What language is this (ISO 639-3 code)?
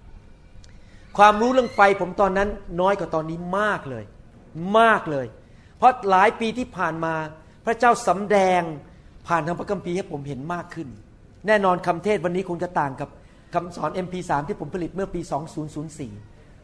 tha